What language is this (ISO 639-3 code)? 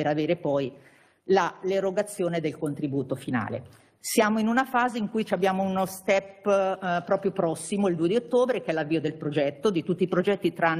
ita